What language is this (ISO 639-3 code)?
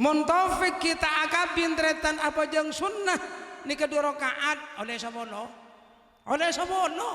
mad